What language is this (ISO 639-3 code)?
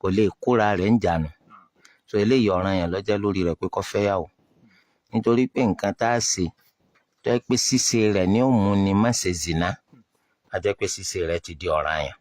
yor